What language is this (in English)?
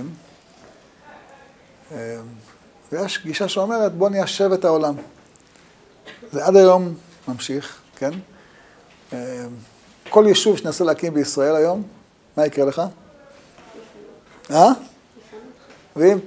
Hebrew